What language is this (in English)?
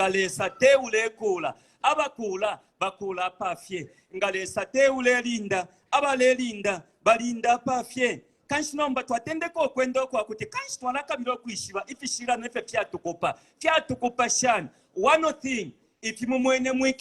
Bemba